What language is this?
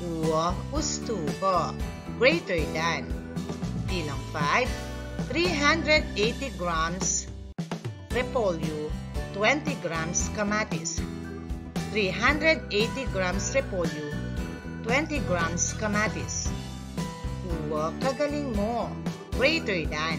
Pampanga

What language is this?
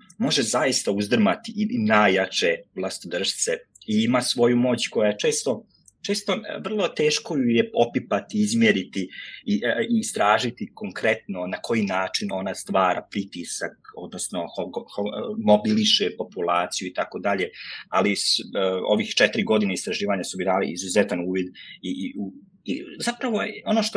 Croatian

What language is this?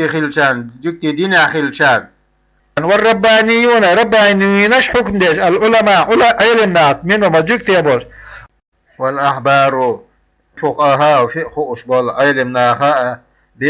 Chechen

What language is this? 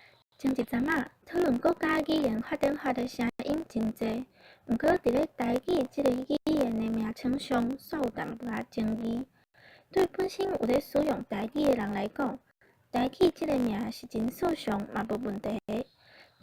Min Nan Chinese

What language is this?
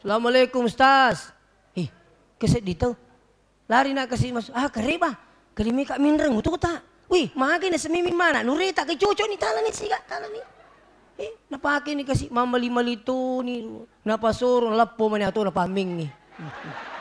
Buginese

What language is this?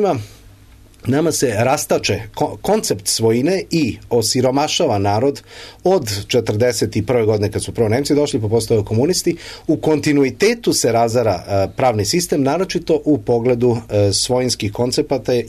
Serbian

